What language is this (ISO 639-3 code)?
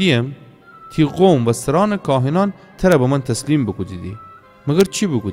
glk